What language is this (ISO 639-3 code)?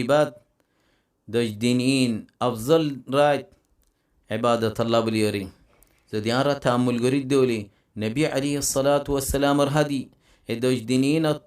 rhg